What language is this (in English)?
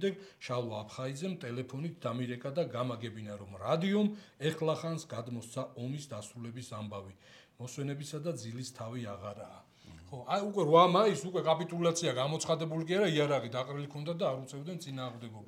Georgian